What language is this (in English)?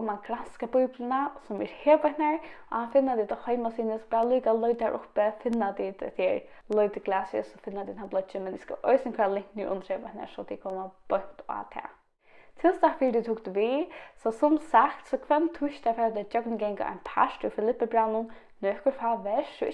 Faroese